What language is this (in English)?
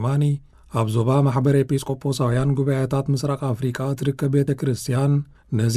Tigrinya